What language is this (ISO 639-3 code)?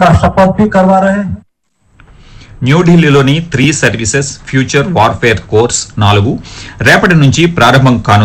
tel